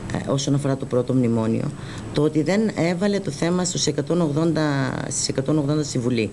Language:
Greek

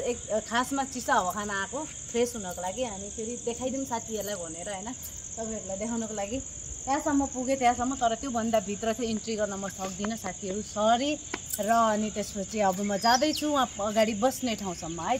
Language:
Nepali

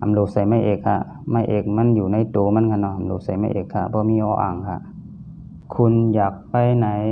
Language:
Shan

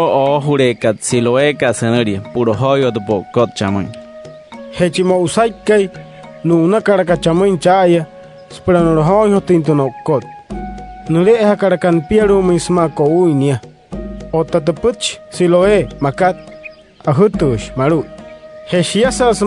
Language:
Wayuu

